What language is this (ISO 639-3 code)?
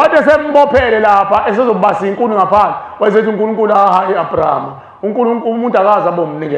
zul